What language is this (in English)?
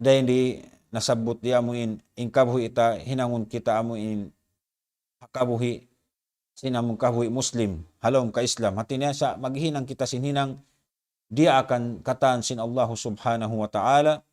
Tausug